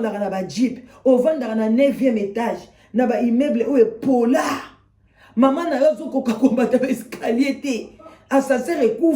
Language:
Lingala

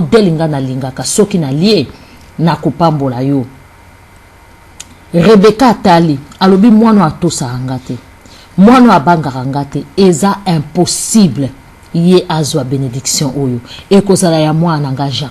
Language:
Lingala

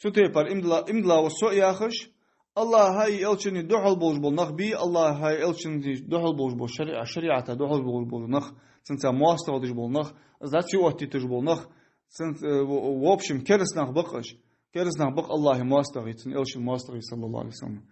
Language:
Ingush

